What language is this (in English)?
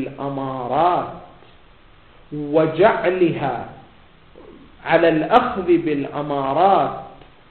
Arabic